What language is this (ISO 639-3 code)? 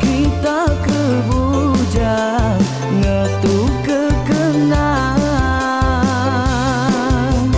iba